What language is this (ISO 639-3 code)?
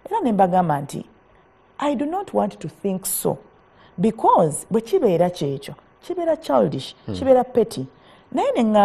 lug